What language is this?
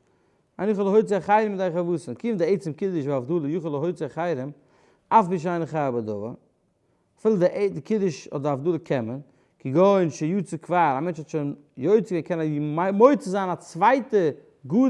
Yiddish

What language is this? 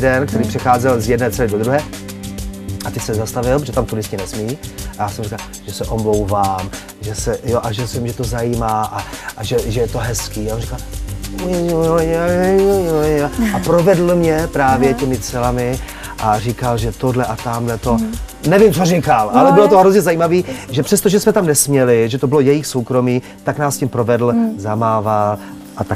Czech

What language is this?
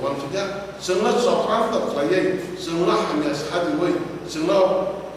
Kok Borok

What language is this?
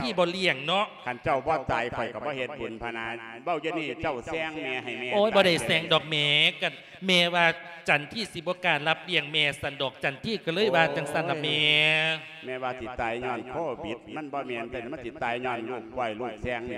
Lao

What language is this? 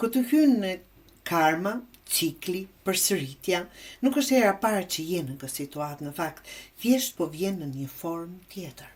Albanian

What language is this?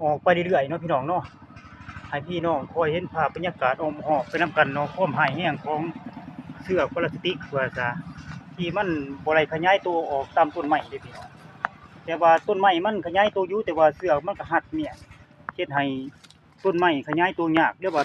Lao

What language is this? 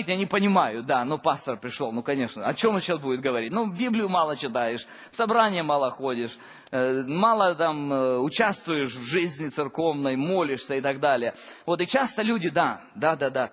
Russian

